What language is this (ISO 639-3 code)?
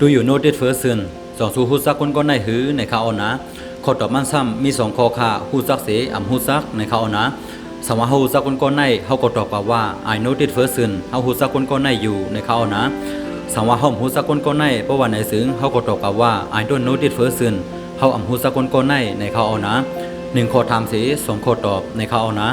shn